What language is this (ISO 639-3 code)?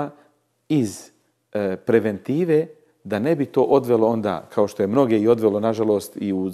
bos